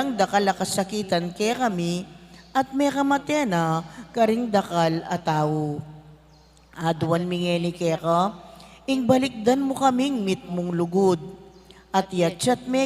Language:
Pampanga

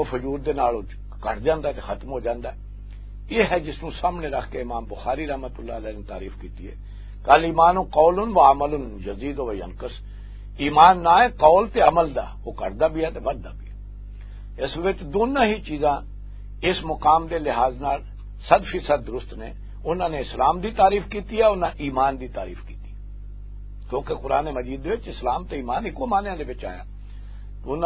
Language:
Western Panjabi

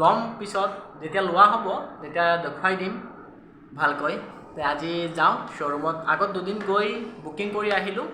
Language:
Assamese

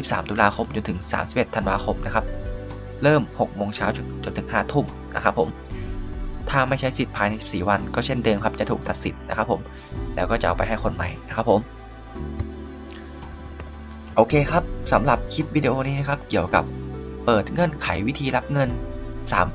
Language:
Thai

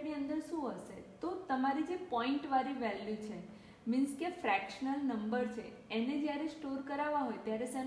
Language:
Gujarati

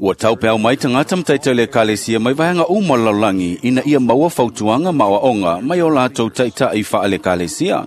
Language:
Samoan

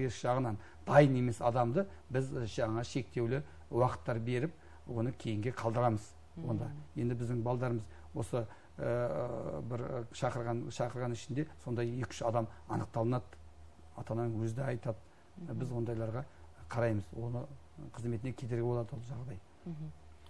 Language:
Kazakh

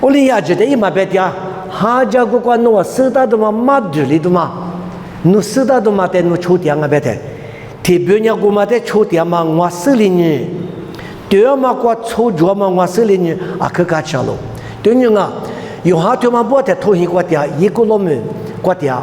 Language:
Lisu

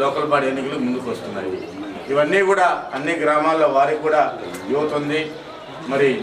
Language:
Telugu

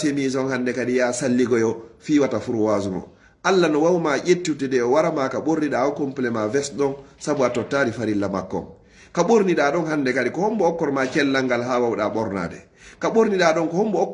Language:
Pular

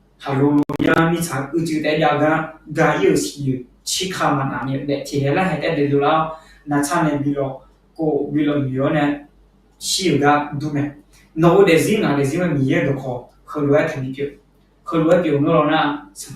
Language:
Akha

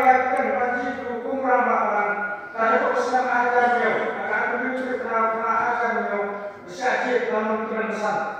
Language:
Khasi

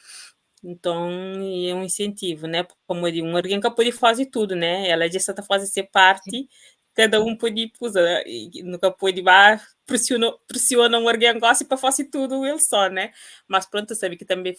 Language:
Kabuverdianu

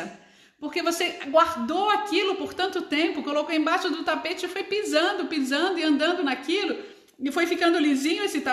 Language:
Portuguese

